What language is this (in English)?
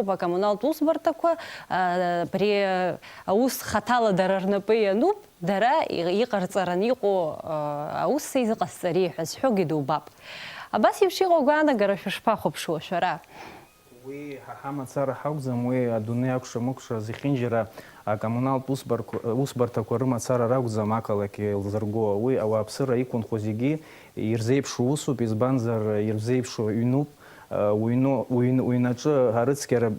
Abkhazian